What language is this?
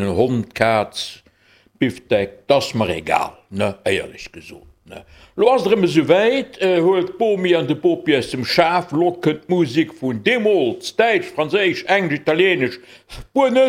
Luxembourgish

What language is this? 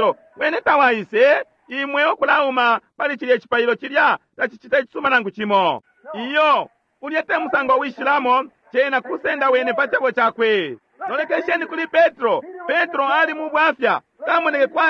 Bemba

